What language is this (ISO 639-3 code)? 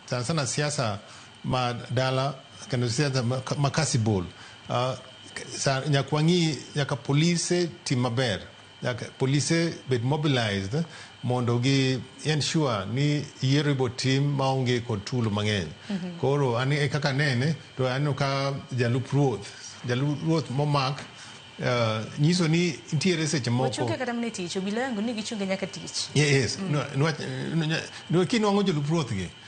luo